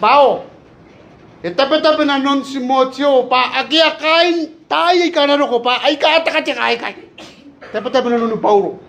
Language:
Gilbertese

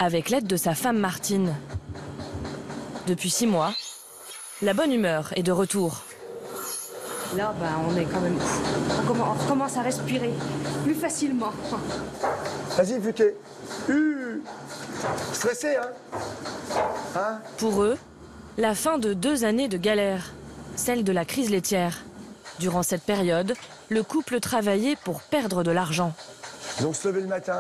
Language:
French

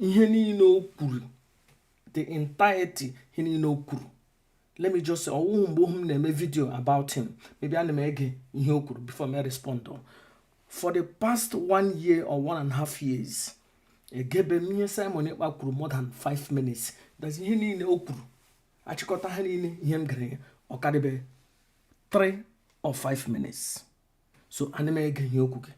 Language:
Igbo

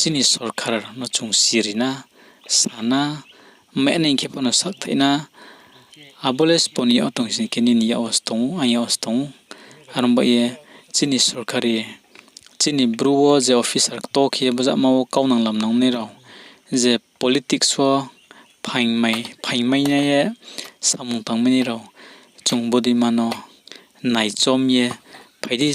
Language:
Riang (India)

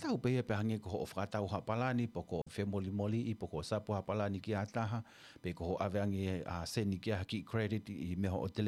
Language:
Tongan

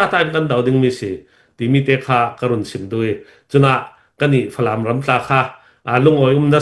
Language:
Falam Chin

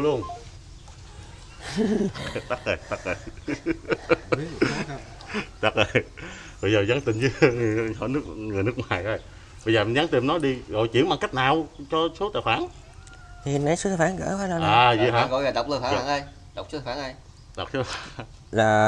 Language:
Vietnamese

